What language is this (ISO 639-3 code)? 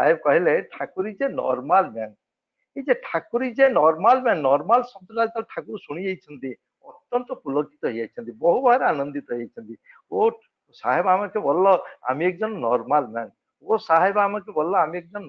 ori